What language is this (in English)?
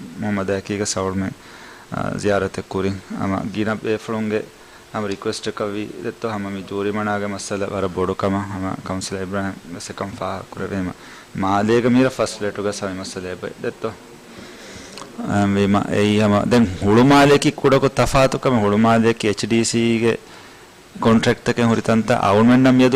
Divehi